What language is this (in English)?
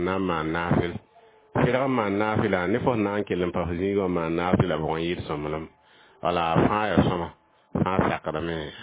Mossi